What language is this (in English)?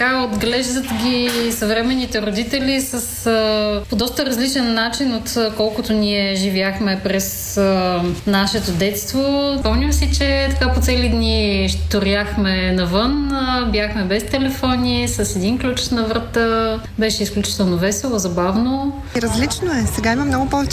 Bulgarian